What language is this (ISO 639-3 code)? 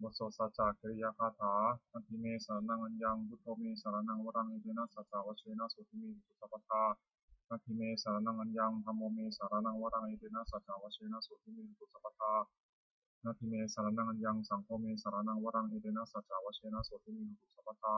pli